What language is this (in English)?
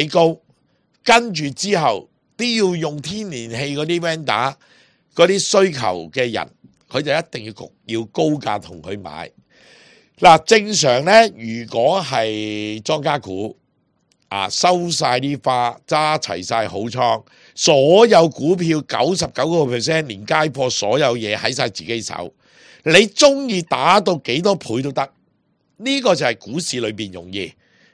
Cantonese